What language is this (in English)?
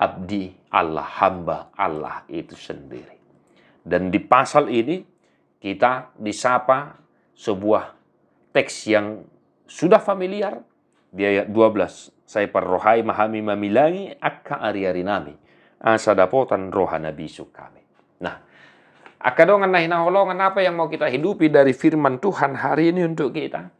Batak Toba